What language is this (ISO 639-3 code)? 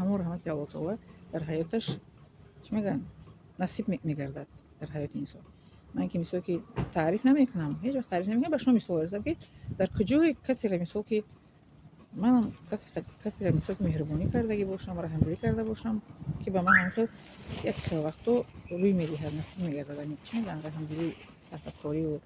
tgk